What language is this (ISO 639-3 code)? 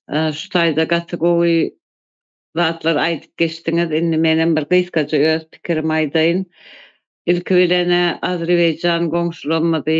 tuk